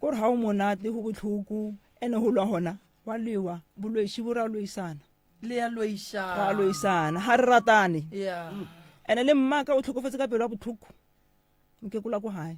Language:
Northern Sotho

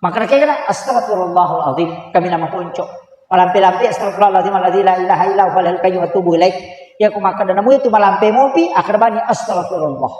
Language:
Buginese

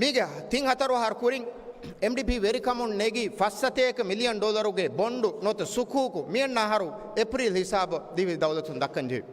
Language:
Divehi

